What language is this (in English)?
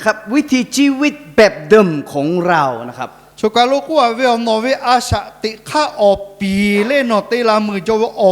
Lahu